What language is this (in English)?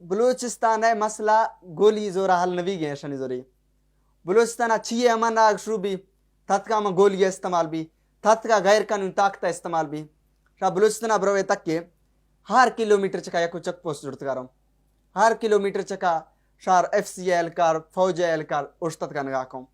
Baluchi